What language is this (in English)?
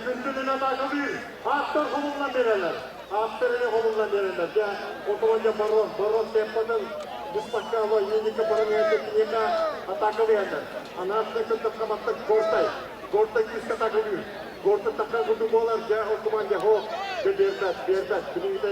Yakut